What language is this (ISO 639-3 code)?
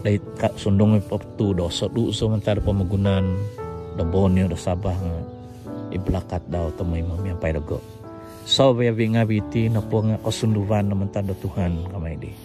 dtp